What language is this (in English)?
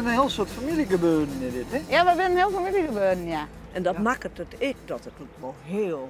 Western Frisian